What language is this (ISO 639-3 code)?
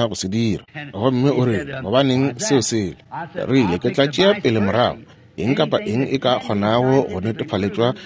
nso